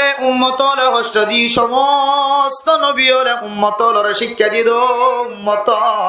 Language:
Rohingya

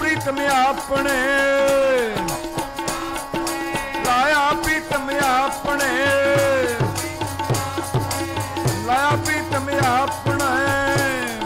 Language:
Punjabi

